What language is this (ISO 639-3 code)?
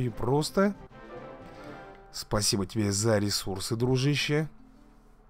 rus